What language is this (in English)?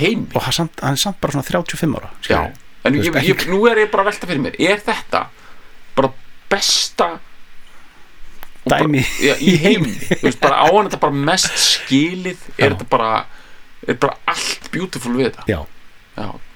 Icelandic